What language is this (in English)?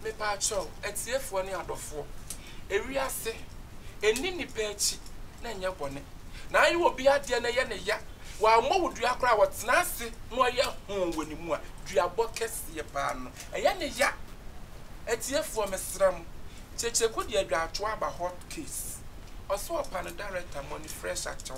Akan